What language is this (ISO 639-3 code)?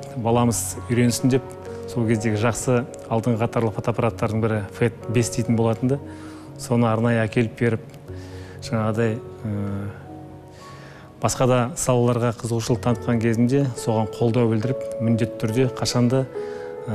kaz